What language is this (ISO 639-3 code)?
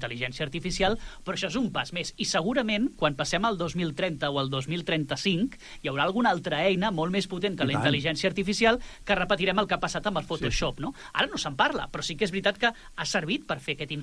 cat